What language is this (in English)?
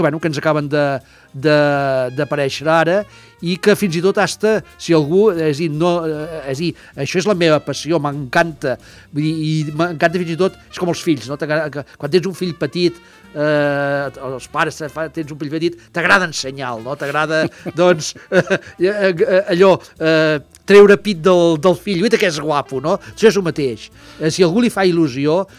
Catalan